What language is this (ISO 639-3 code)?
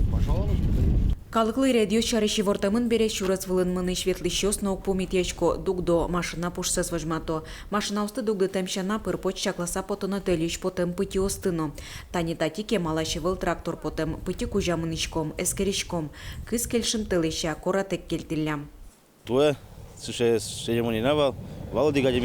udm